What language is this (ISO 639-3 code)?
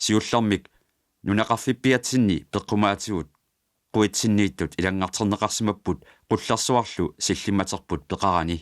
kal